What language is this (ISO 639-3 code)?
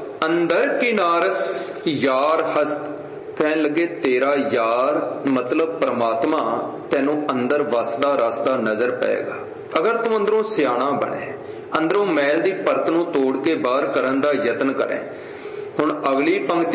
pan